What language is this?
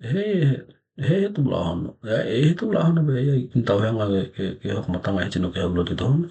Tokelau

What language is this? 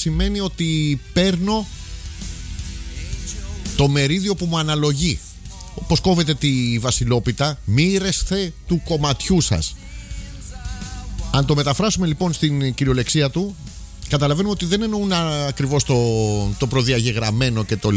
Greek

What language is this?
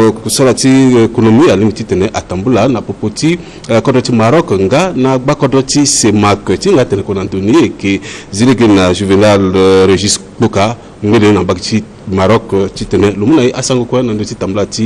Sango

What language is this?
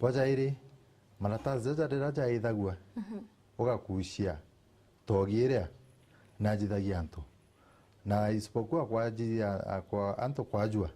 Meru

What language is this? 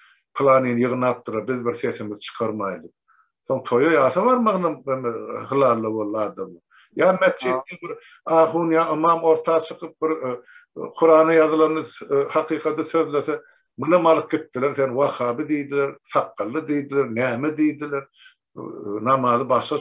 Turkmen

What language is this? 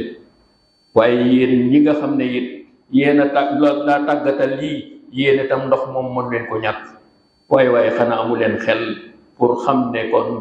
Wolof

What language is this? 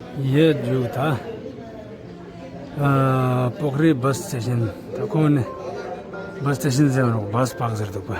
Ladakhi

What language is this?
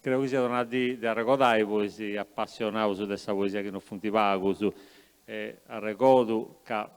Sardinian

